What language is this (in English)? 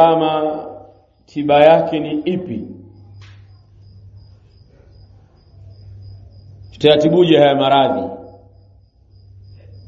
Swahili